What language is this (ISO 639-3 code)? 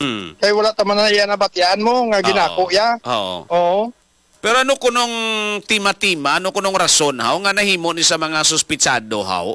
hil